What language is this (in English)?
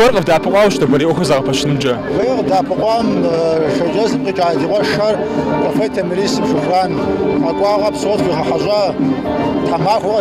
Kabardian